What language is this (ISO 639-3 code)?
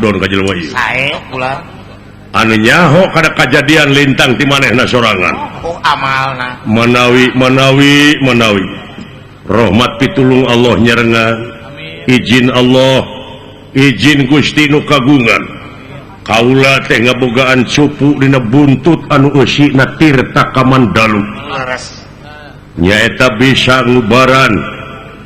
sun